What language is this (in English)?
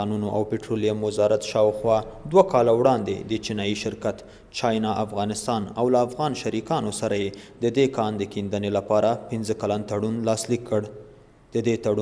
Pashto